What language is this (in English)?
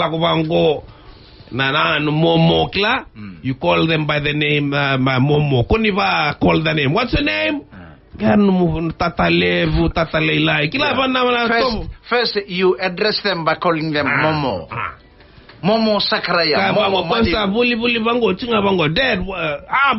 Fijian